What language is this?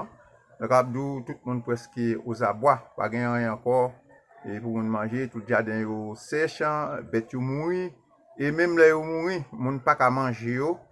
Haitian Creole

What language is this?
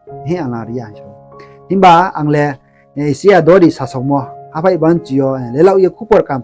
Riang (India)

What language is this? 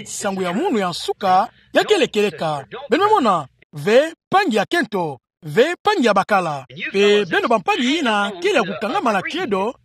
Kituba (Democratic Republic of Congo)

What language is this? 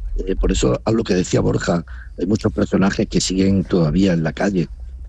Spanish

